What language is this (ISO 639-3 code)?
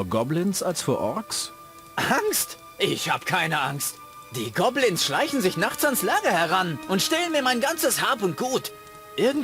bar